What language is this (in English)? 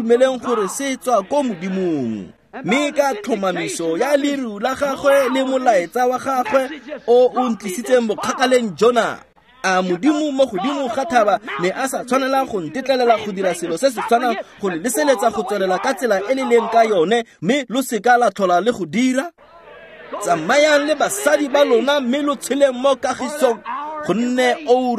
Tswana